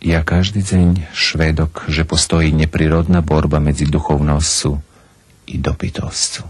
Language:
Rusyn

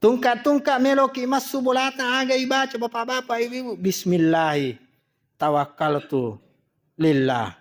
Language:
Buginese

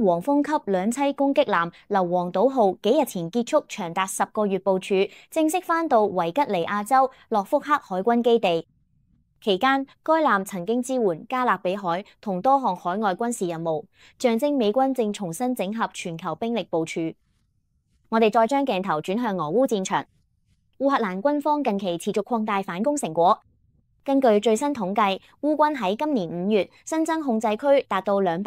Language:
Cantonese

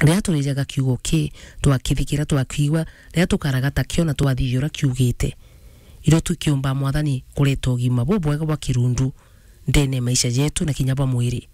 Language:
Meru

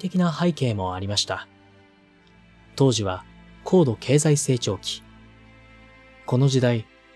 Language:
Japanese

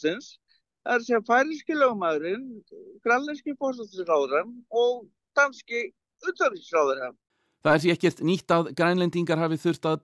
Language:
Icelandic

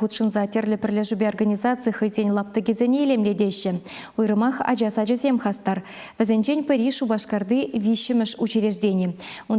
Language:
Chuvash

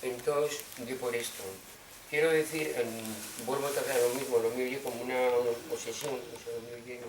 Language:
Asturian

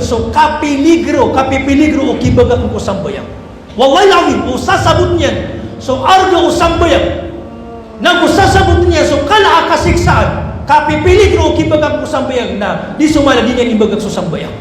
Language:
Maranao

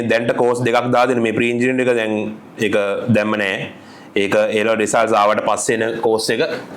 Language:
Sinhala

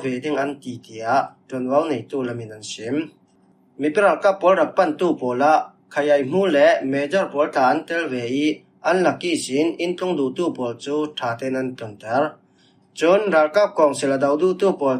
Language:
Falam Chin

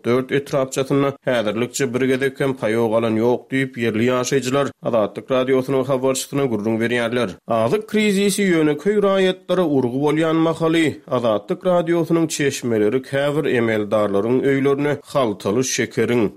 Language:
Turkmen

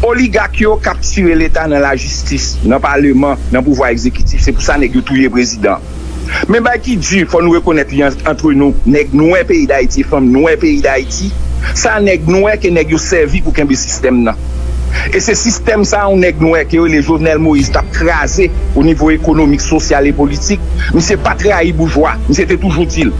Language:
Haitian Creole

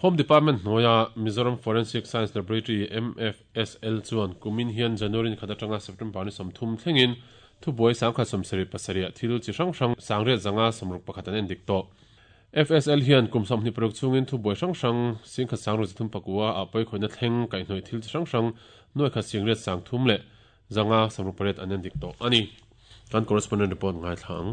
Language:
Mizo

